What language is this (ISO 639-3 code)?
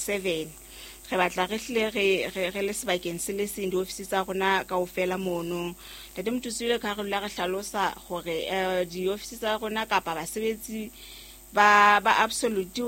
sot